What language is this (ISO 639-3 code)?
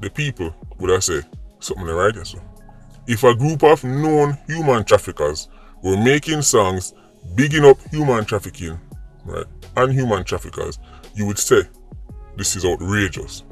jam